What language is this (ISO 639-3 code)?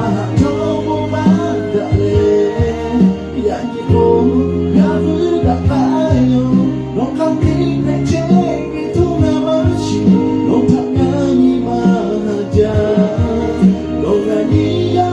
lhu